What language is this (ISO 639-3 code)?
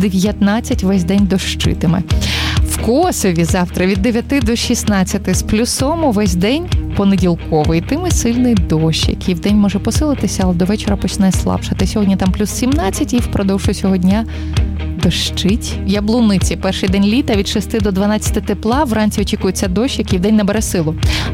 ukr